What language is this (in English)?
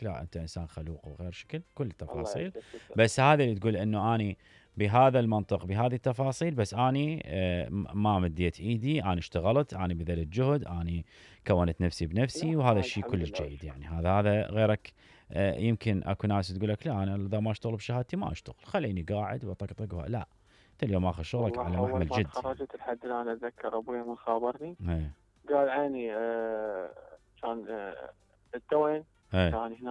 Mesopotamian Arabic